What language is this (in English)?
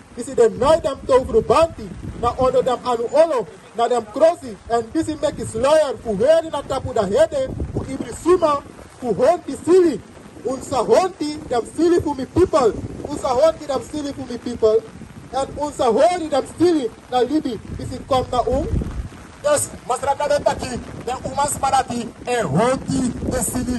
Sranan Tongo